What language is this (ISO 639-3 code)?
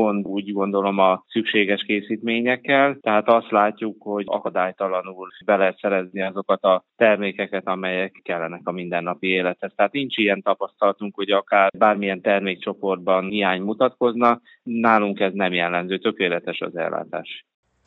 hun